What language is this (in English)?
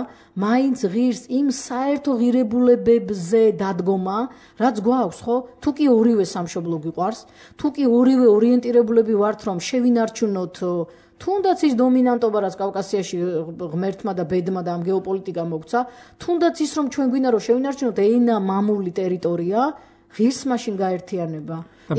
Georgian